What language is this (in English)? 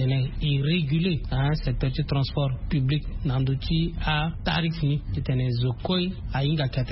Sango